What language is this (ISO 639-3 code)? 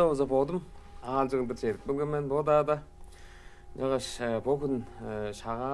tyv